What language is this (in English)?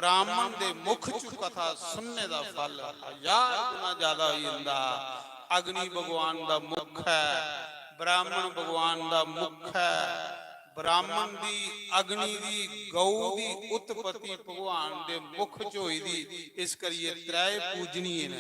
Dogri